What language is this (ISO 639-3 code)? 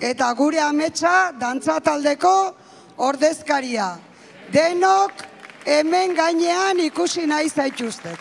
eus